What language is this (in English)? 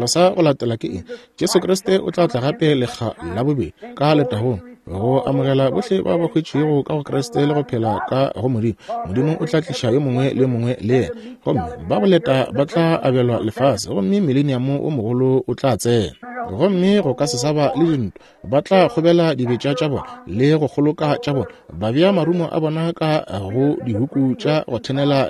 Northern Sotho